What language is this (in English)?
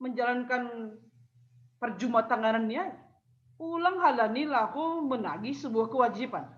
Batak Simalungun